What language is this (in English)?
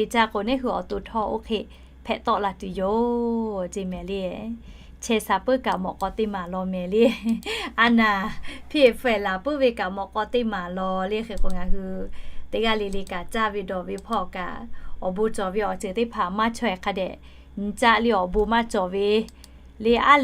Lahu